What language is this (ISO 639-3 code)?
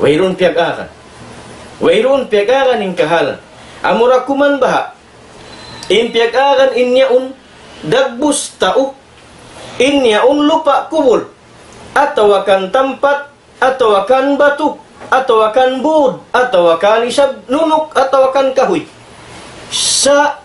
tsg